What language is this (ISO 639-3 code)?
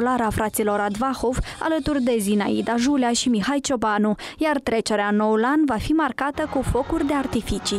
ron